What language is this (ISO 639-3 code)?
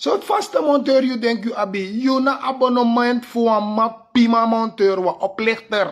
srn